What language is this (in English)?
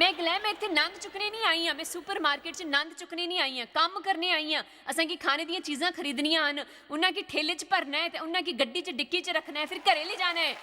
Dogri